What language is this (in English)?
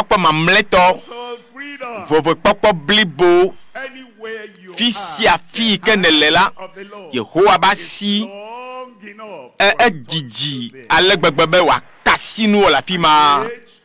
Ewe